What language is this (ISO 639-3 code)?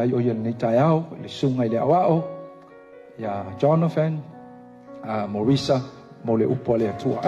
smo